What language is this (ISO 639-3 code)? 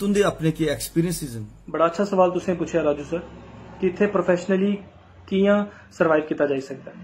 doi